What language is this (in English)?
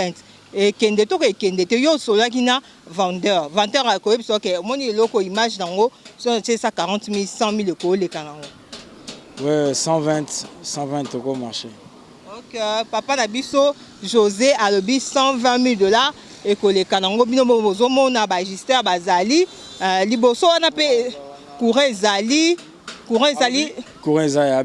Lingala